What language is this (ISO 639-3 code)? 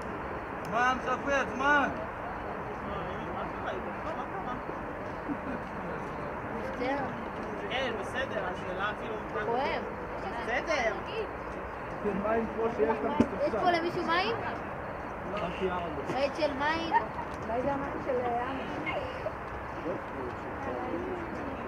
heb